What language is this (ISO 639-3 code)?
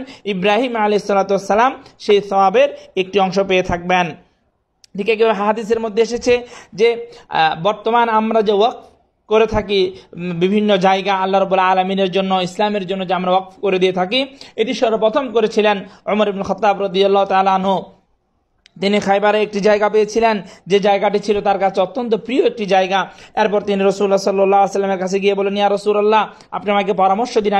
ben